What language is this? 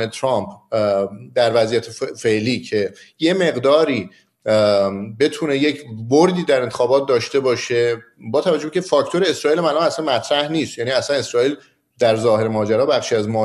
Persian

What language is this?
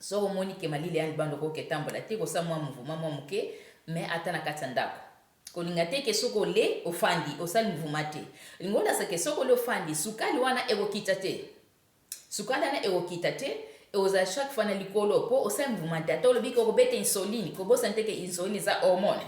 Lingala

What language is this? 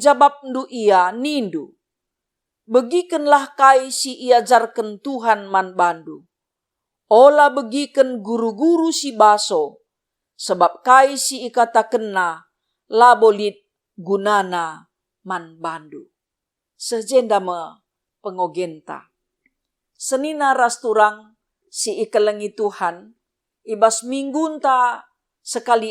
Batak Karo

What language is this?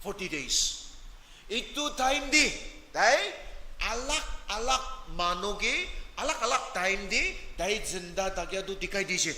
Naga Pidgin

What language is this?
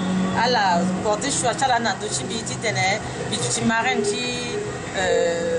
Sango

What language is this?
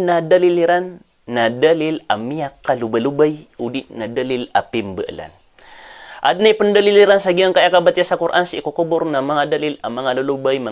Maranao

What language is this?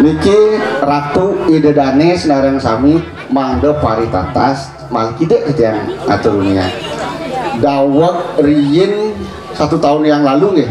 Balinese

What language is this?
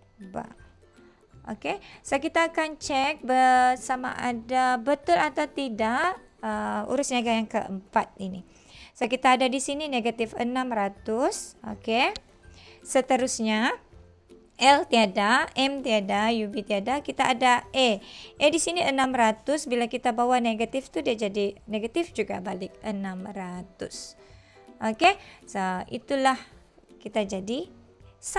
Malay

